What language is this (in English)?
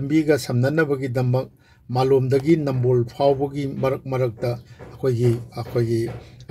Manipuri